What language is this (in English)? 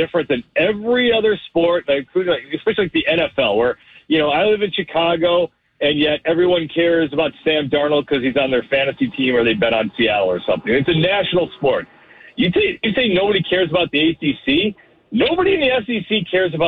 English